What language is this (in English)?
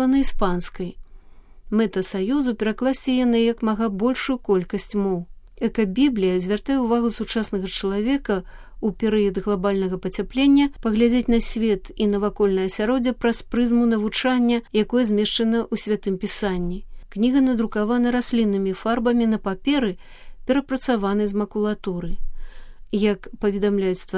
Belarusian